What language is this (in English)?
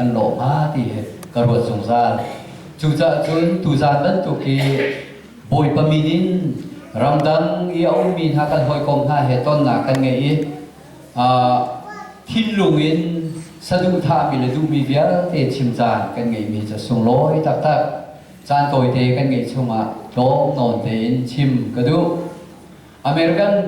Hakha Chin